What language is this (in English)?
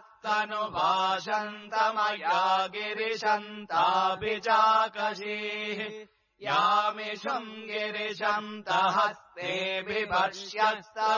Sanskrit